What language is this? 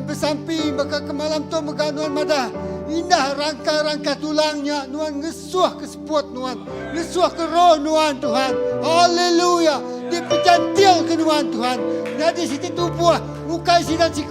Iban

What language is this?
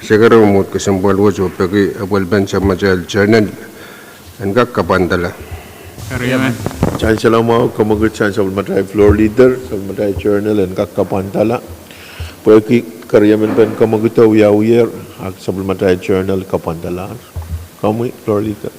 Pohnpeian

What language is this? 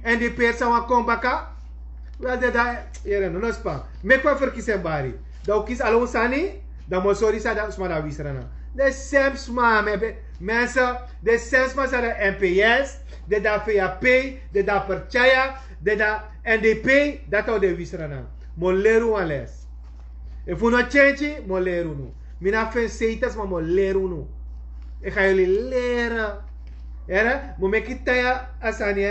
Sranan Tongo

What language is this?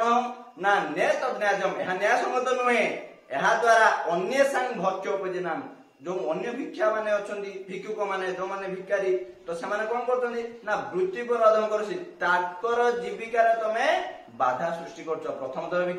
Odia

